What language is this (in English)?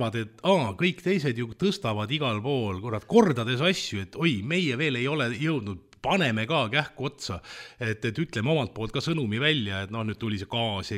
Estonian